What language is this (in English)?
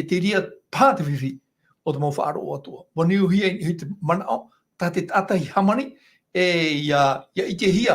Tahitian